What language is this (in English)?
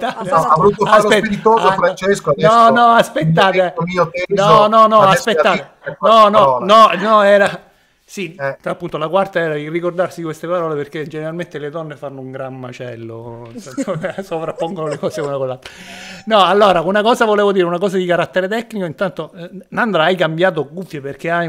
Italian